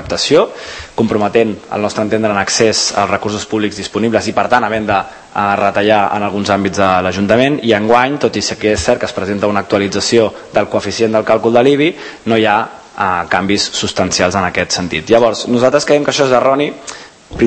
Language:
Catalan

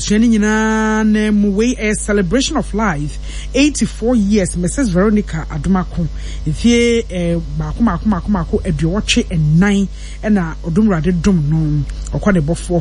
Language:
Akan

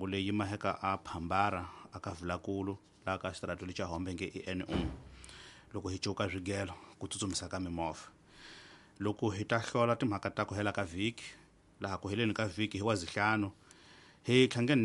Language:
Tsonga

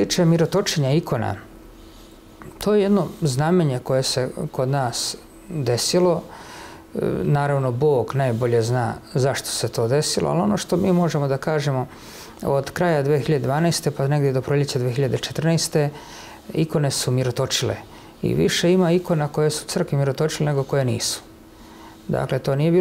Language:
Serbian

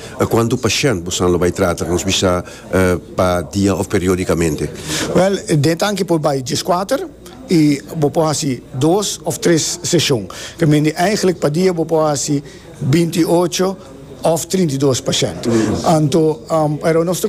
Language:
Papiamento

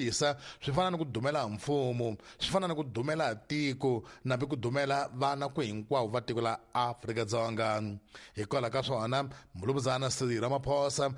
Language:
Tsonga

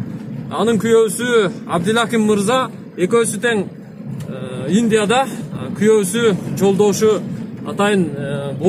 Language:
Kyrgyz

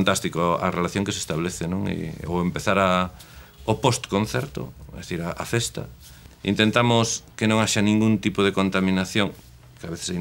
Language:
Galician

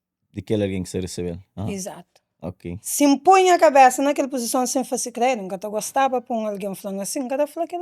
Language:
Kabuverdianu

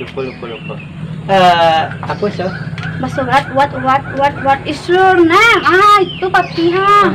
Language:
Minangkabau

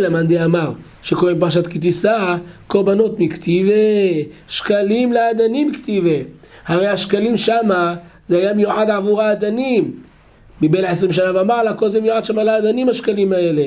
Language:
Hebrew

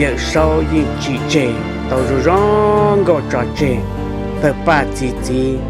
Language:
Hmong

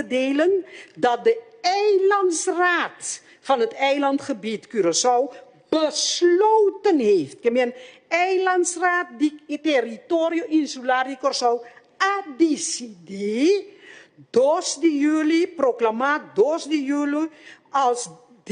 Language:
Papiamento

